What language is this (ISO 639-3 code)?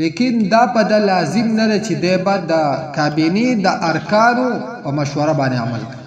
pus